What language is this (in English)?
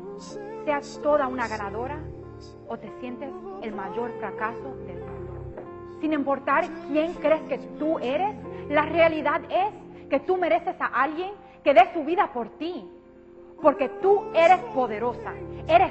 Spanish